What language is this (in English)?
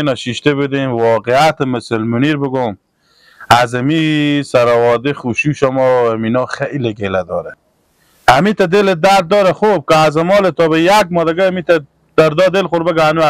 Persian